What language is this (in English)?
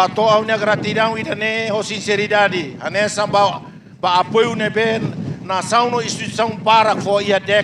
Tetum